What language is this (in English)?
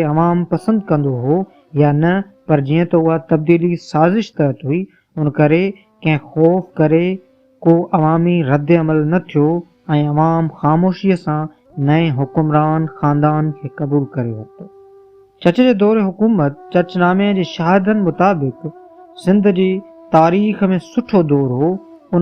Sindhi